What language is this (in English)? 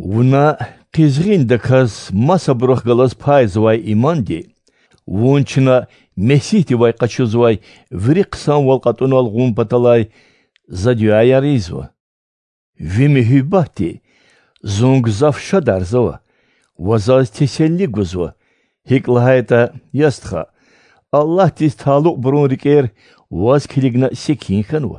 Lezghian